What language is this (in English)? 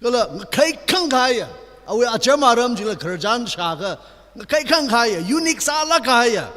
Tangkhul Naga (India)